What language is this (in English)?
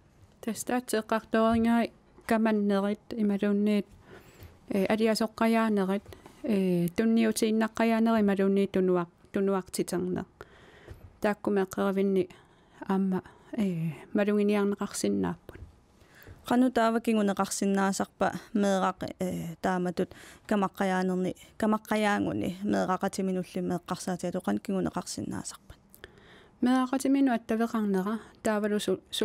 Kalaallisut